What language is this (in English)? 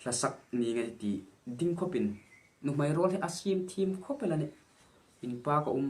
Hmar